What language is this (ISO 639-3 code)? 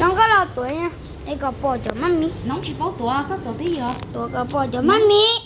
hmn